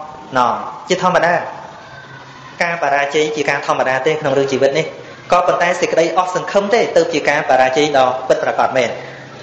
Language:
Khmer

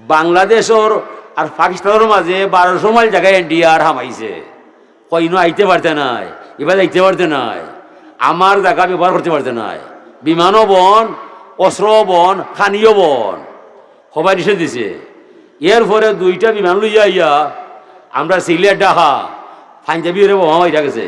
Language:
Sylheti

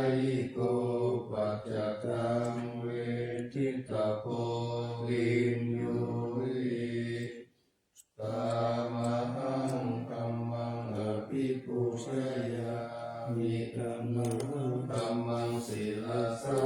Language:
Pali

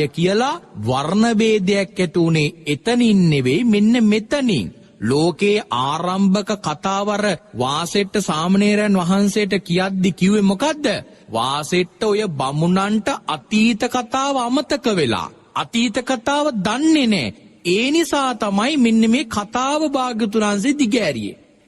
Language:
Sinhala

